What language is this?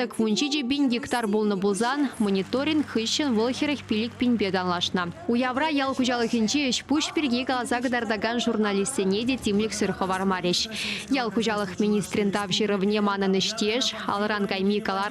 Chuvash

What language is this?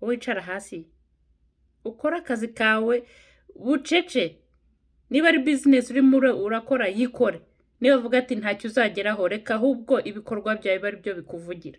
Kinyarwanda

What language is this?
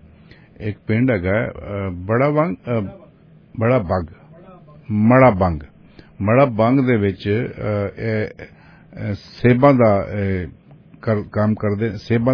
Punjabi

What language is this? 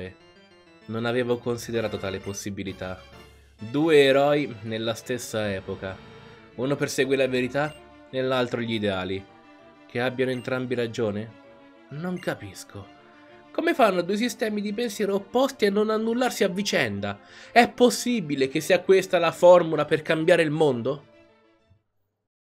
Italian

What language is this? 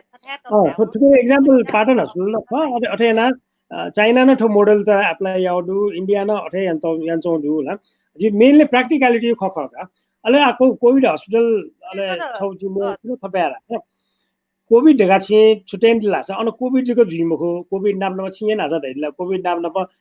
Newari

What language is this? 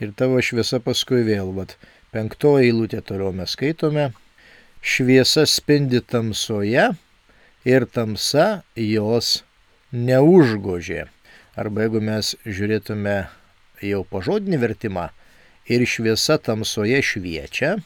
Lithuanian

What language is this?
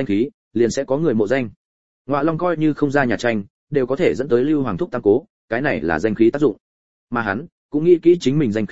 Vietnamese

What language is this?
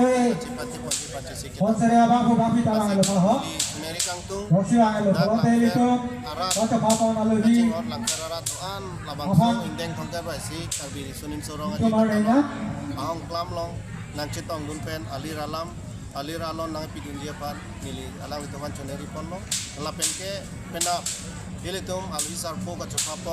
Karbi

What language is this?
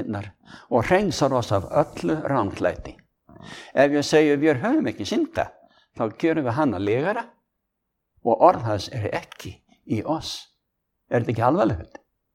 Icelandic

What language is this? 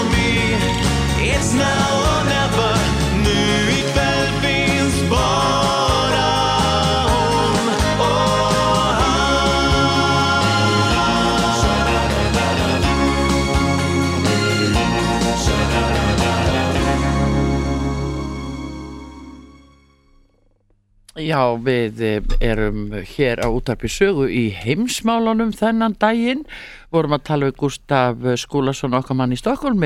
Icelandic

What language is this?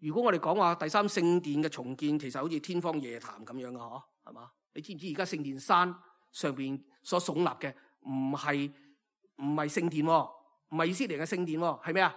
Cantonese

